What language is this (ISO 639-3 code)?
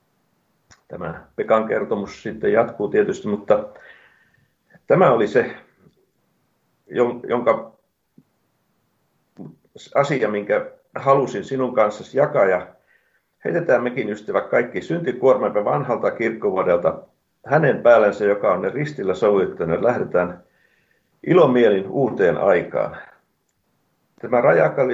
fin